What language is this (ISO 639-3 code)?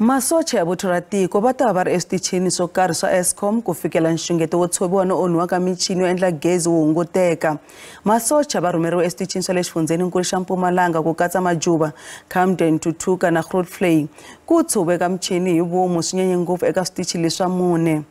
tso